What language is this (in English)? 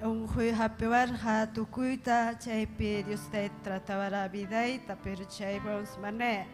Ayacucho Quechua